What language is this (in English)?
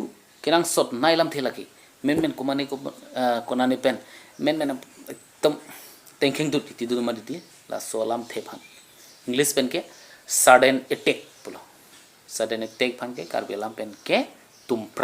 Karbi